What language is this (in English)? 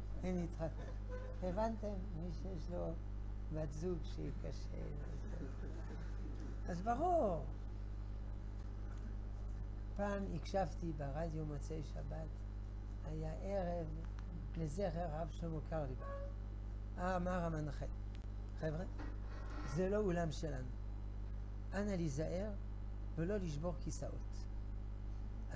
Hebrew